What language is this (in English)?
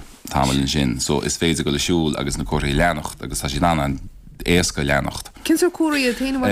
Irish